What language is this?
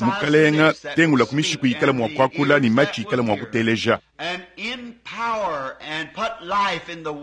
Luba-Lulua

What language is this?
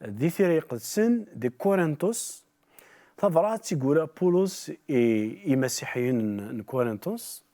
Kabyle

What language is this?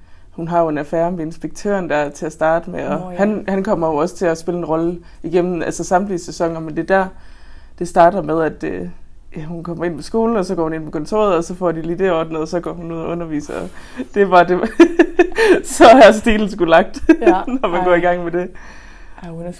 Danish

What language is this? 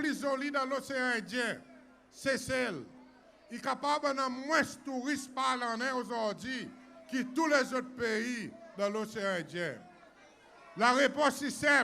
Seselwa Creole French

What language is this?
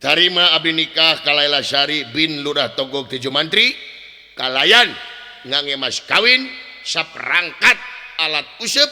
Sundanese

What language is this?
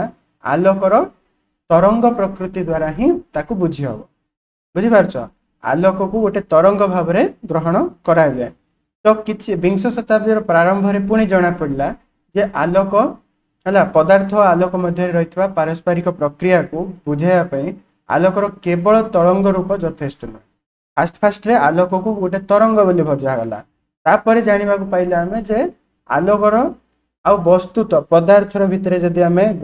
Odia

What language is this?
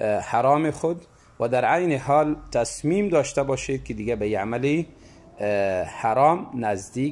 Tajik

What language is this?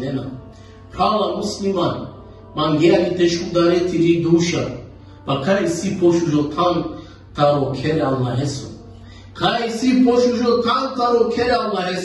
Balkan Romani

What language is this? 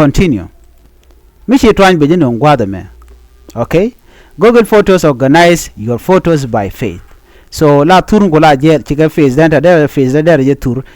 Nuer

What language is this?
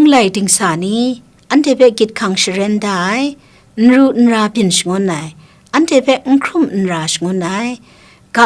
Kachin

